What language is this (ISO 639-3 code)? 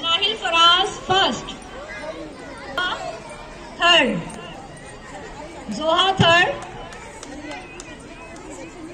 hin